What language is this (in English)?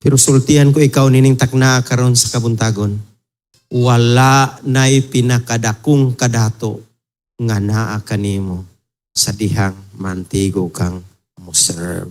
Cebuano